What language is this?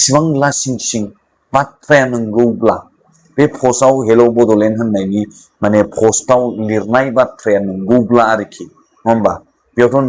Bodo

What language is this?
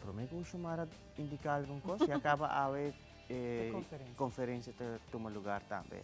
Papiamento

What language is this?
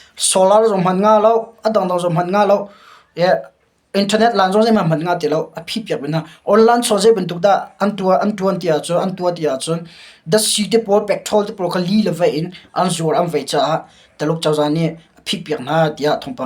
Hakha Chin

